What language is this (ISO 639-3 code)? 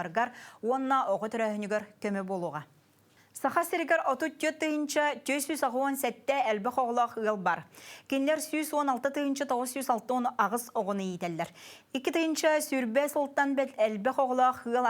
sah